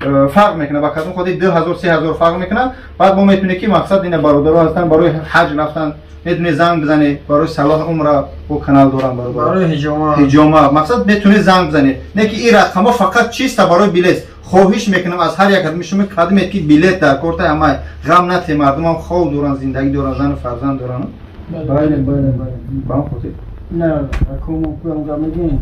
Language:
Tajik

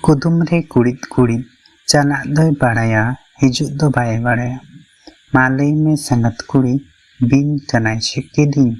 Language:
Santali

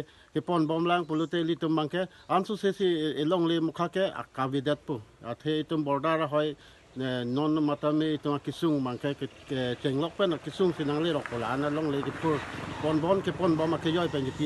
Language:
Karbi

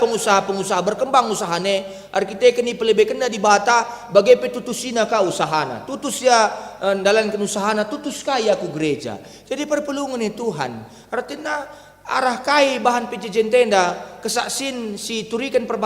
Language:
Batak Karo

